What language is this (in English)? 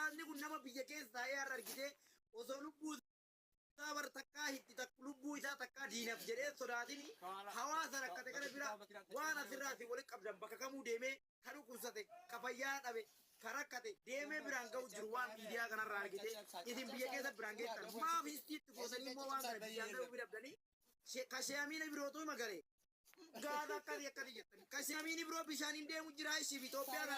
Oromo